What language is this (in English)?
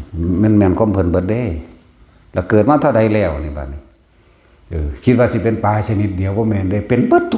Northeastern Thai